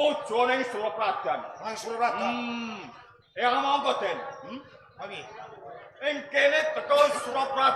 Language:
Javanese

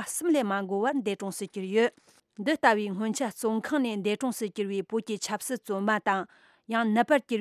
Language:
Tibetan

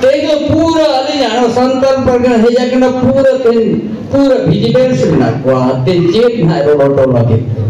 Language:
Santali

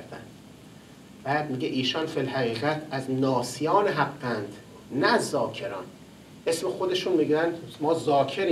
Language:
Persian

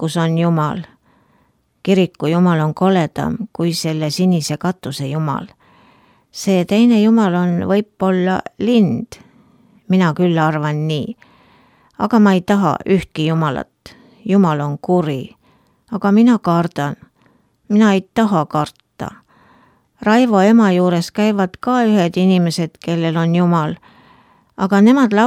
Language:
Estonian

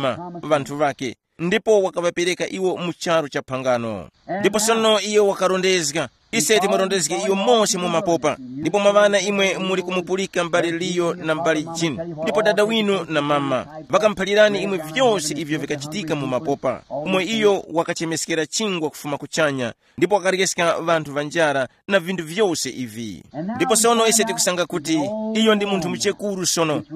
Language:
Tumbuka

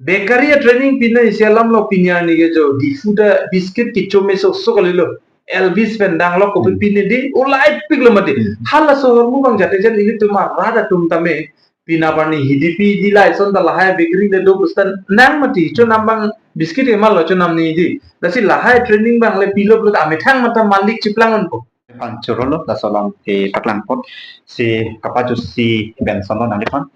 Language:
Karbi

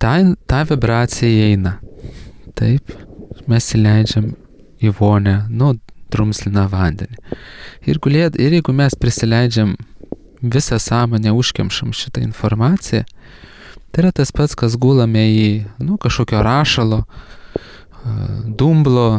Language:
Lithuanian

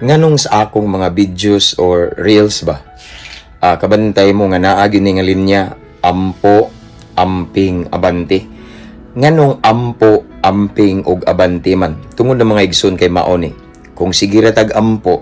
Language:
Cebuano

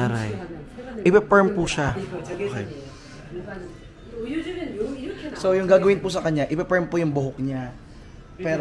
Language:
Filipino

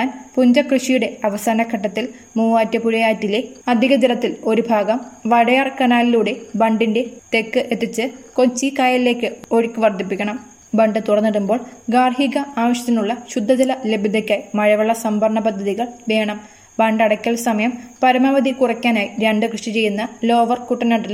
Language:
Malayalam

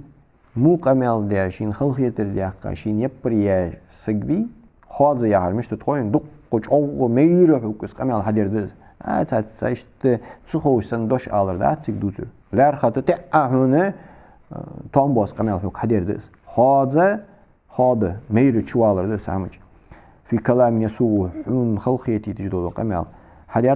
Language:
Ingush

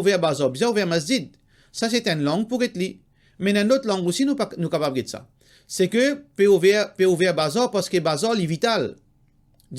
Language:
Morisyen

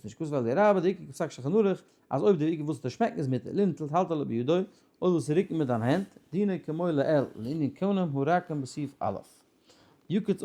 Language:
Yiddish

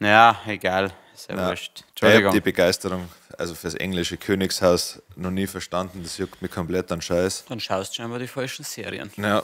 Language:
Bavarian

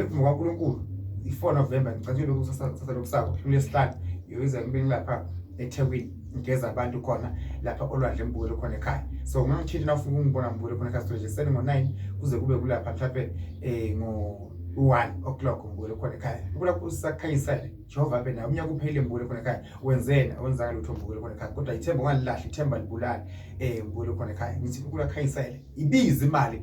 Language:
Zulu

